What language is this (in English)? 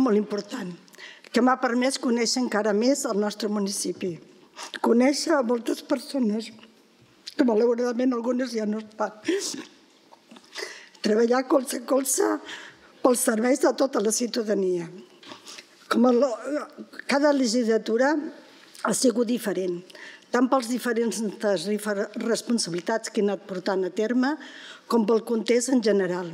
Catalan